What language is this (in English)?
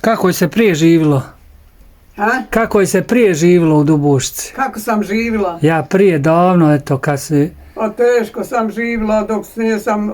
Bosnian